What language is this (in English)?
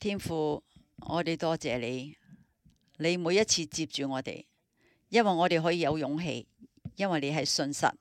Cantonese